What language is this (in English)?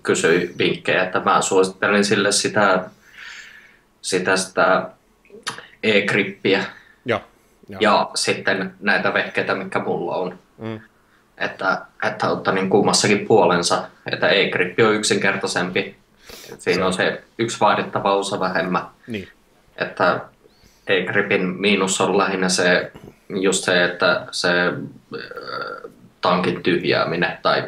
Finnish